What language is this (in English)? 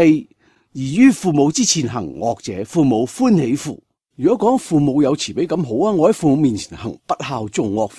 Cantonese